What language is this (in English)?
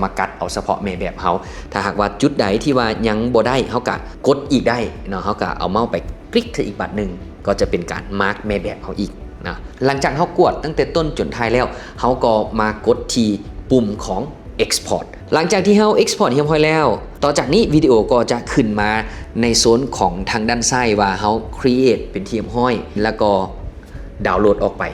Lao